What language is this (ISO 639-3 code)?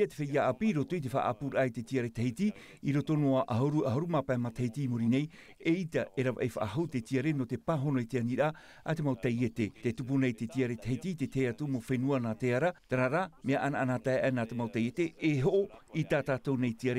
tah